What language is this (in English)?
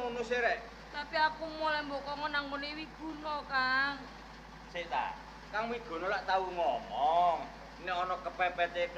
Javanese